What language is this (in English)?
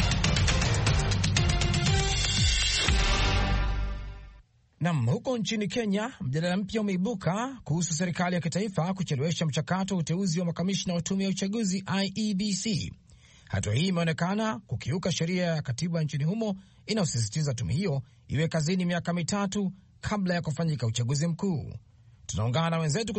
Swahili